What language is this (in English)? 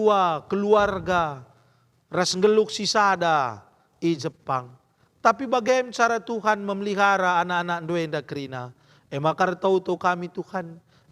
Batak Karo